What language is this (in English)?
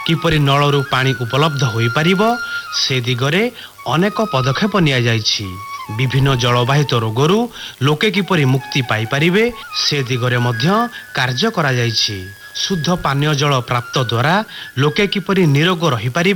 Odia